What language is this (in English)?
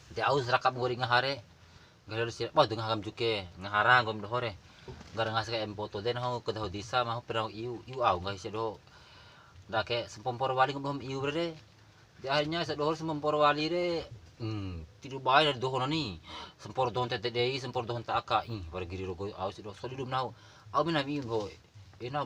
Bima